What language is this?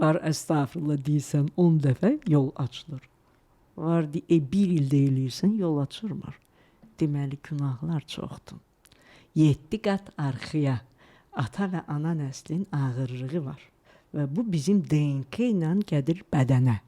Azerbaijani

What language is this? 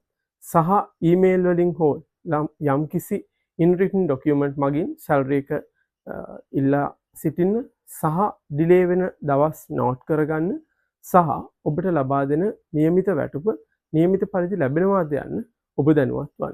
Sinhala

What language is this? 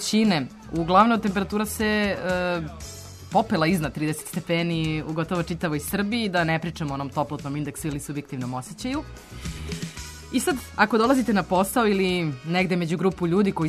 Serbian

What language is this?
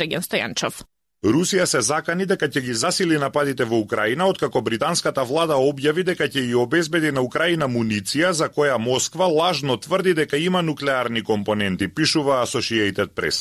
Macedonian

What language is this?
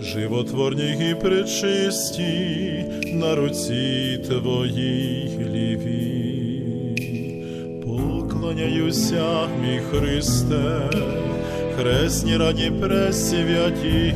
Rusyn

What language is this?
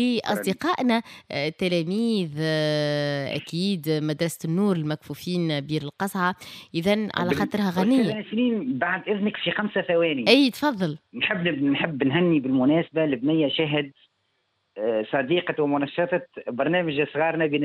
Tunisian Arabic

